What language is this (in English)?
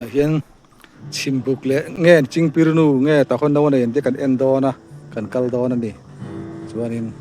Mizo